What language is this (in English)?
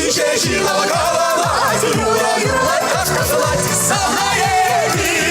Chuvash